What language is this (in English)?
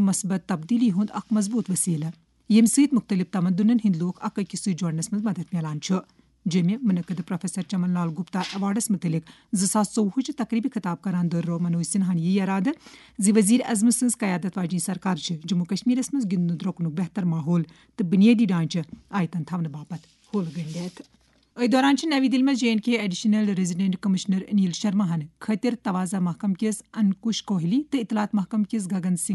Kashmiri